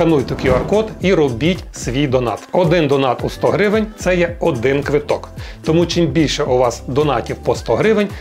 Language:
Ukrainian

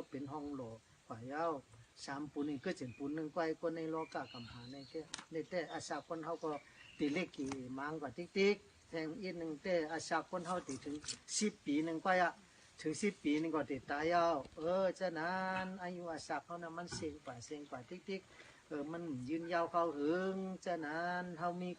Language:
Shan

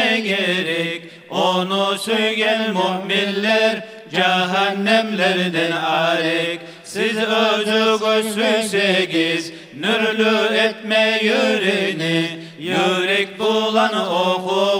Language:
Kumyk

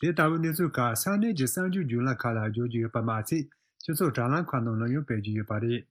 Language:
Tibetan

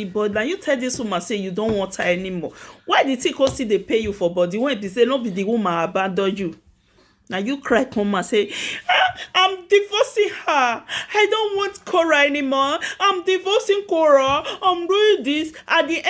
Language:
Nigerian Pidgin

